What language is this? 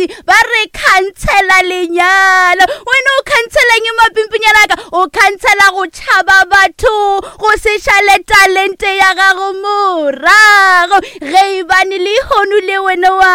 Northern Sotho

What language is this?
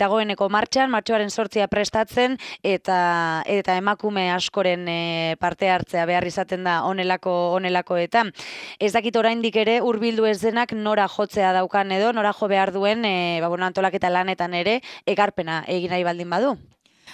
Basque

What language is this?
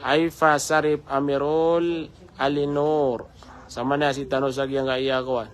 Maranao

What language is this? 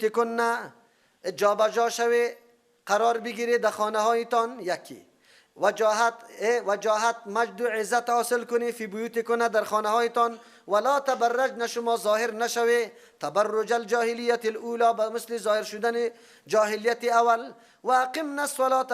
Persian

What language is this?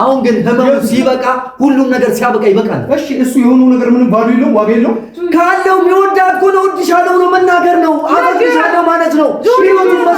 Amharic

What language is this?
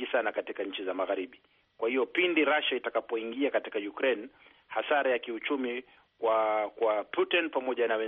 Swahili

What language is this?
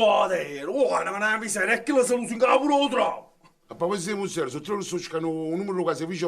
Neapolitan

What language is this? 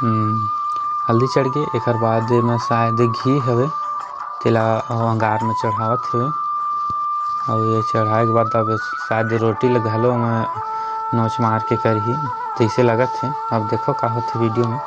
Chhattisgarhi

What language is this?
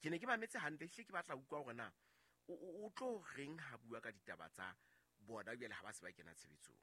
Southern Sotho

